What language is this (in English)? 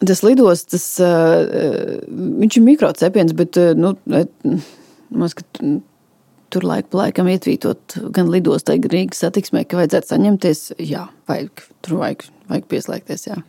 Latvian